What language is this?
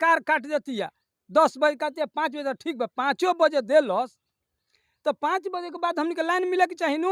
Bhojpuri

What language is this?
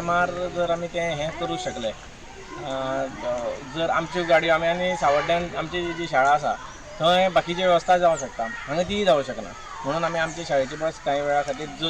Konkani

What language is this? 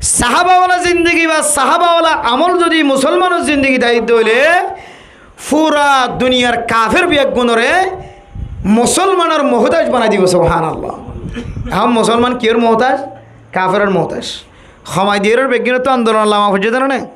Rohingya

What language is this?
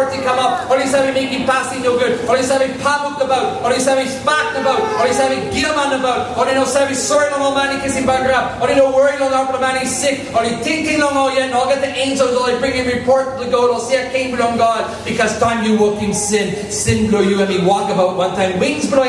Tok Pisin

